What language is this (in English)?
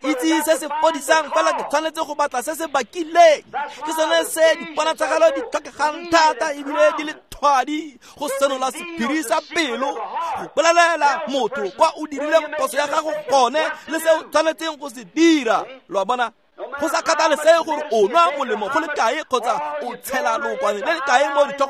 Tswana